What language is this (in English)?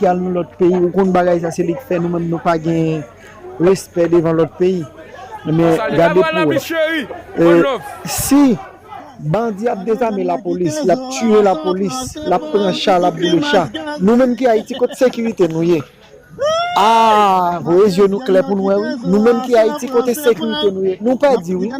Haitian Creole